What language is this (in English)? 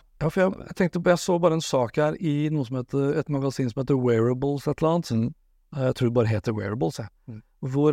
Norwegian